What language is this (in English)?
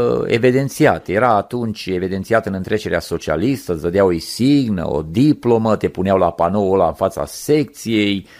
Romanian